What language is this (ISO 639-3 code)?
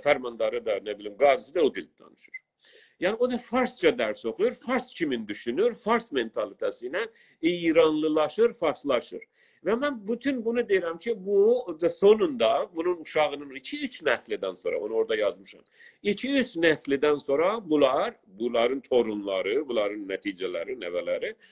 azb